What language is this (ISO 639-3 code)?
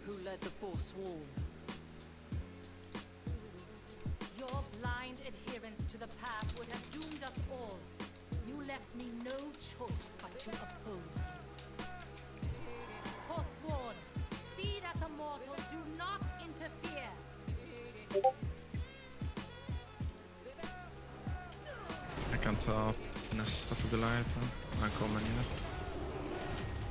swe